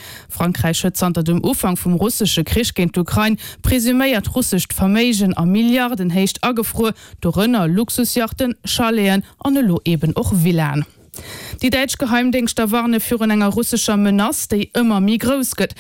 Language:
Luxembourgish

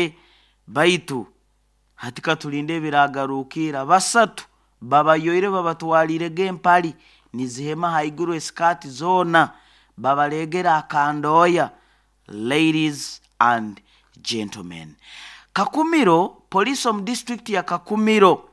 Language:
Nyoro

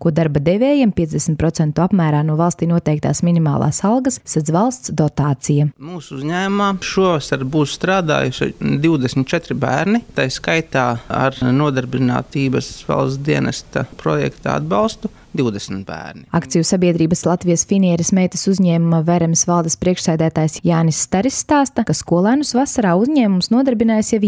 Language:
Latvian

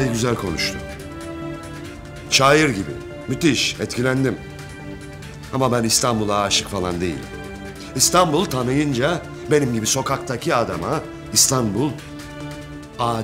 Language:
Turkish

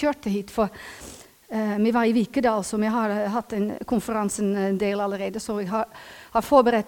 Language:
Norwegian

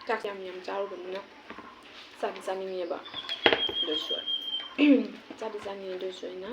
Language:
Manipuri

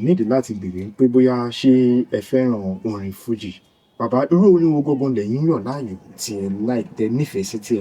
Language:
Yoruba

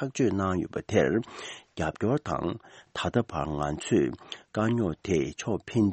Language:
Tibetan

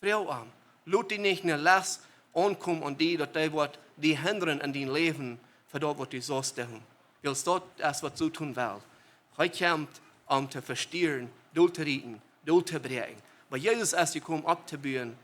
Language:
Plautdietsch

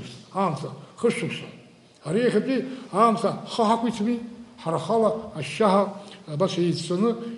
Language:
Abkhazian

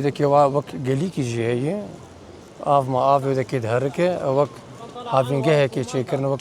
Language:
Kurdish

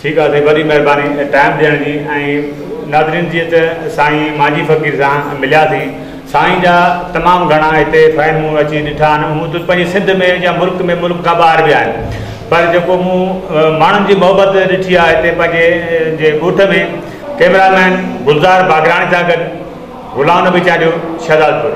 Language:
Sindhi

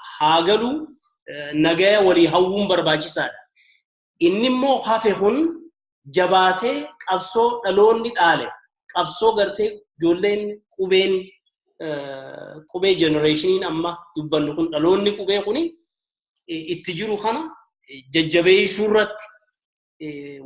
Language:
Oromo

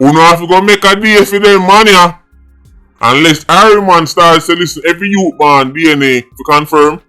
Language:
Jamaican Creole English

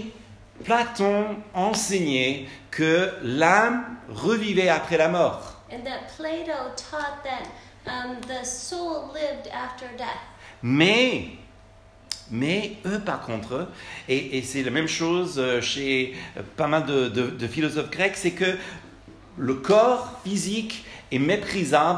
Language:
French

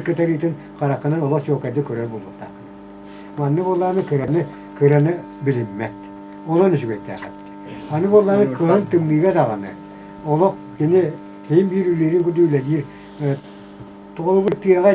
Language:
Yakut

